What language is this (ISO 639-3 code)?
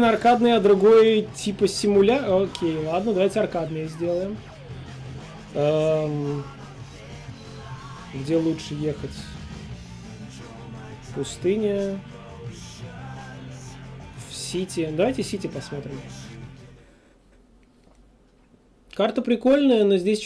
rus